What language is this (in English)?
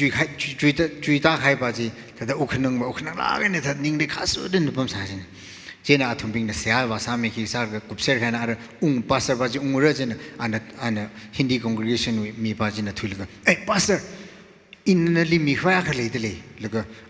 Tangkhul Naga (India)